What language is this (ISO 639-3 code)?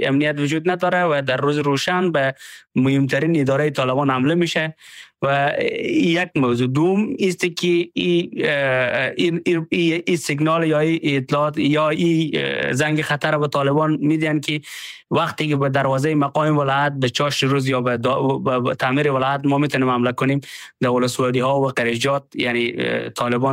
fas